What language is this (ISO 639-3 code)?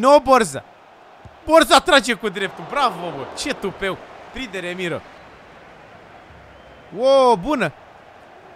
ron